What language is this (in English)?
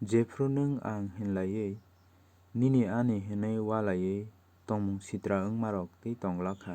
Kok Borok